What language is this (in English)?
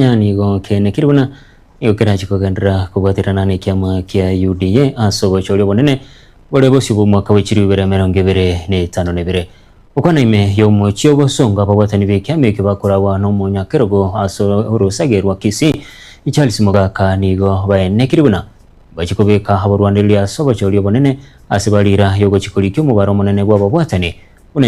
Gusii